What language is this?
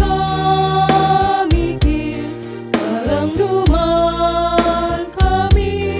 Batak Karo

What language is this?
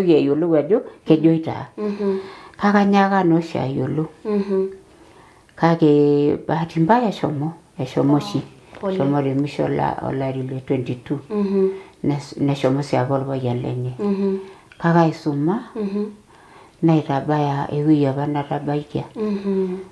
Masai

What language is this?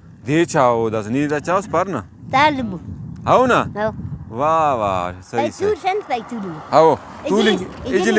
Brahui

